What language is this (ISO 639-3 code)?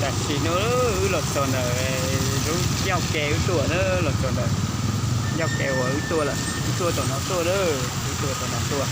hmn